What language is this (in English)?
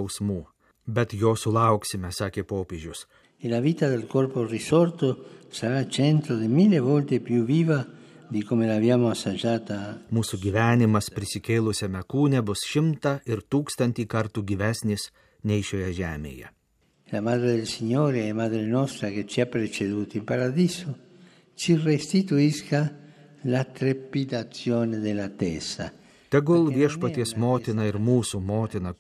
Lithuanian